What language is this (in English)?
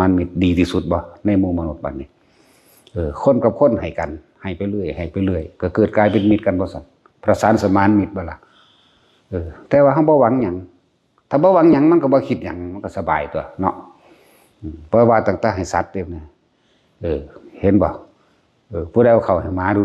Northeastern Thai